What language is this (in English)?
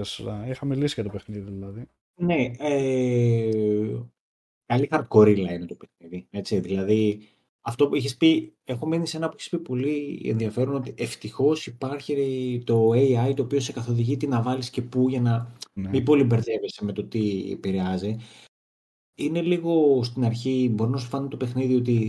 Greek